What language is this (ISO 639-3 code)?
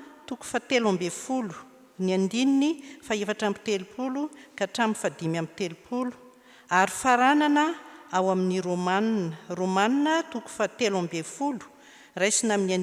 mlg